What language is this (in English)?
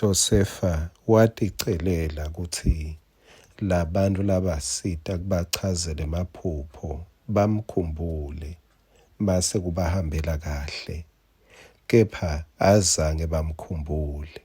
Swati